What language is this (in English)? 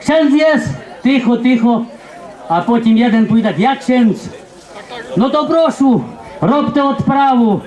Rusyn